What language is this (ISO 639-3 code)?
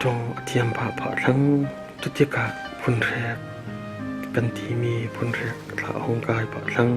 cfm